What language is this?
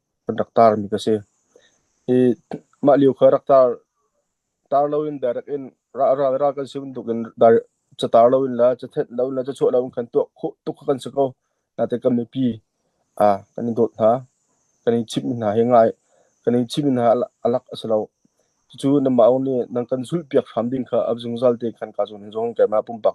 Hakha Chin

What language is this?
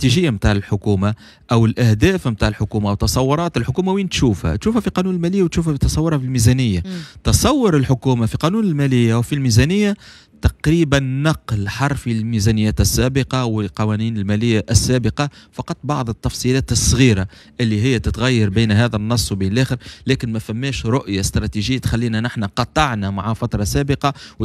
Tunisian Arabic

